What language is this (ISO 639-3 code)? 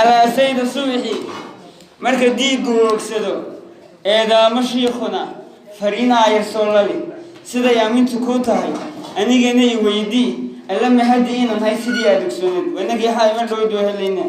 som